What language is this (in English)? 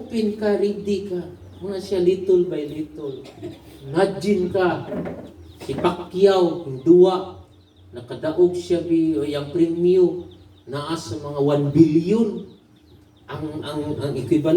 Cebuano